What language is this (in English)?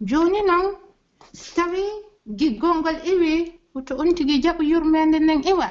Pular